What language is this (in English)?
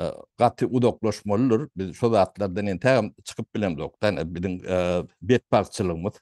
Turkmen